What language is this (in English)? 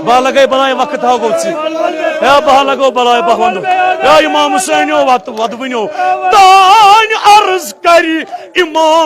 Kashmiri